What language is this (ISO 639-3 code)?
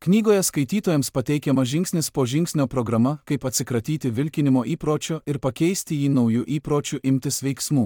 lit